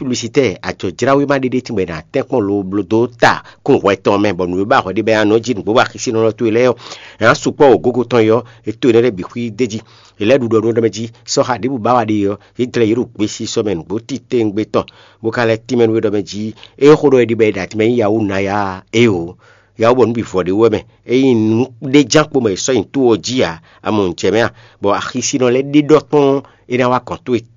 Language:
Fon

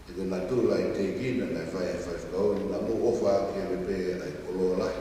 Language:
Tongan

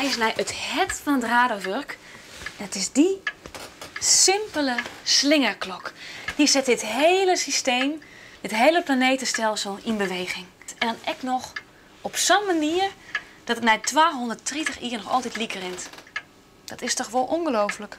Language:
Western Frisian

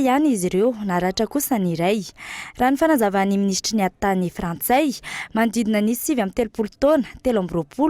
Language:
Malagasy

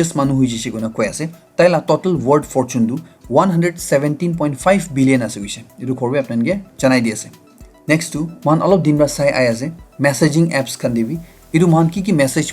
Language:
Naga Pidgin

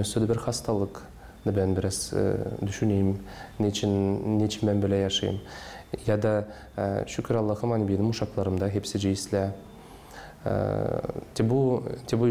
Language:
Gagauz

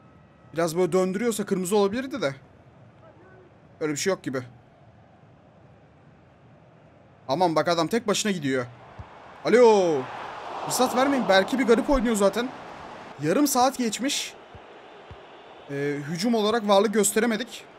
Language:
Turkish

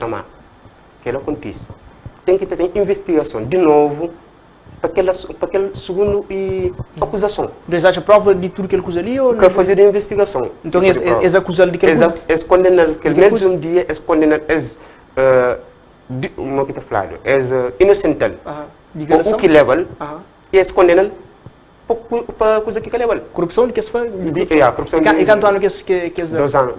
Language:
Kabuverdianu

